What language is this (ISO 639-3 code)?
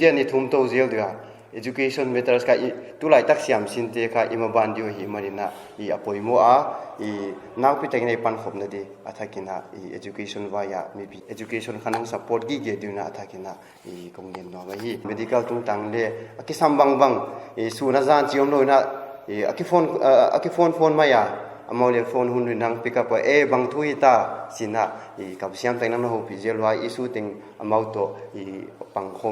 pck